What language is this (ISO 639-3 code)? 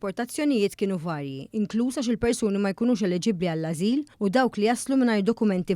mlt